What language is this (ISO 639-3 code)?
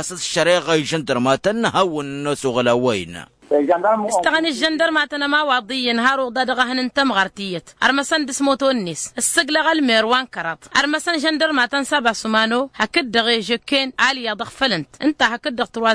taq